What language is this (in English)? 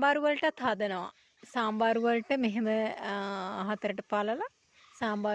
Sinhala